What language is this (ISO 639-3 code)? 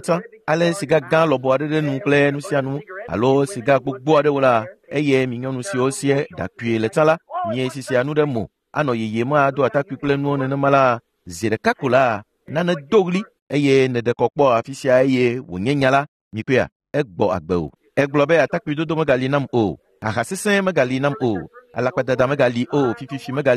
ewe